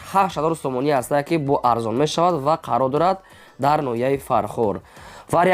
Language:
Tajik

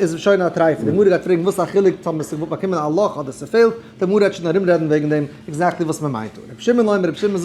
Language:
Yiddish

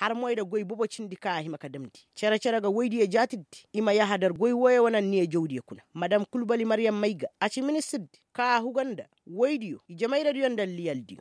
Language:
Koyraboro Senni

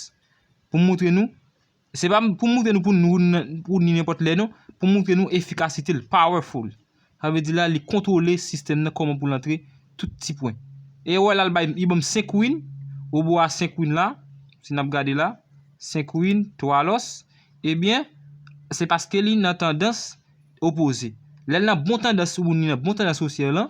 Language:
Haitian Creole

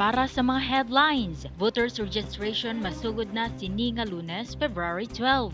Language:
Hiligaynon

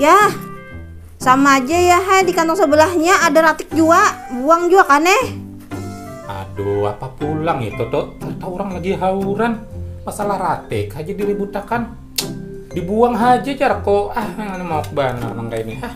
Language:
Banjar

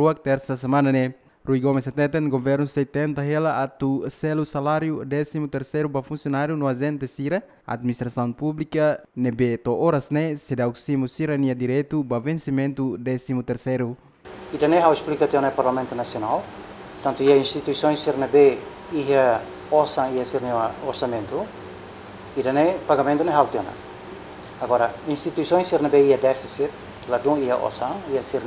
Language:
Tetum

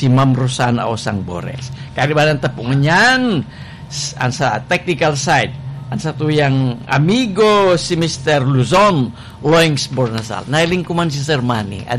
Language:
Bikol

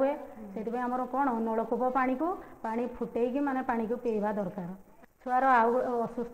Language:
Odia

